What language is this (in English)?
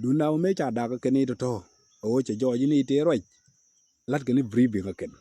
Nuer